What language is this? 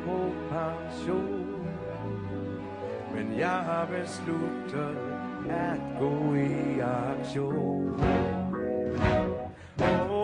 Danish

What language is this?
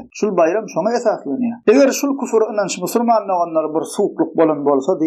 Turkmen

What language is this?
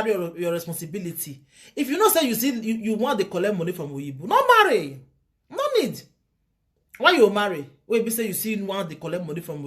Nigerian Pidgin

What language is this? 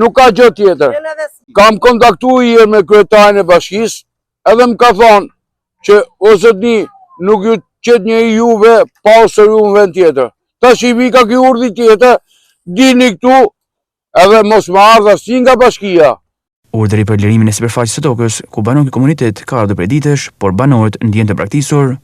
Albanian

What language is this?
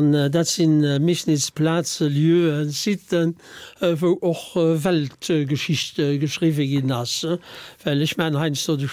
Luxembourgish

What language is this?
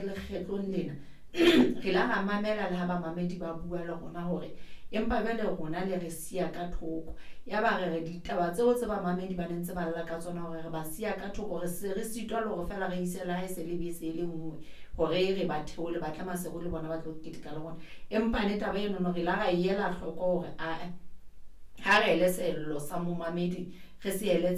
Southern Sotho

